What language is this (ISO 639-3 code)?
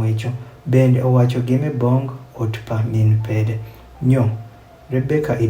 adh